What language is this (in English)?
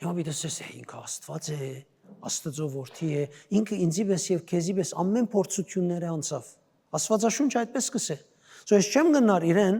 Western Armenian